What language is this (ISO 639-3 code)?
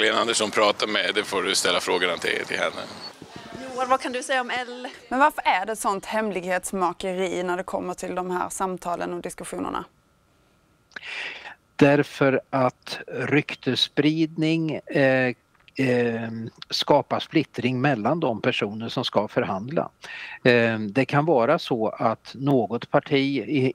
swe